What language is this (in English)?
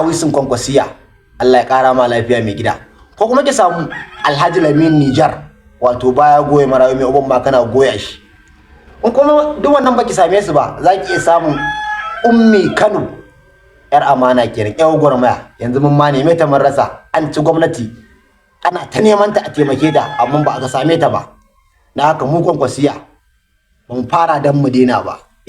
Hausa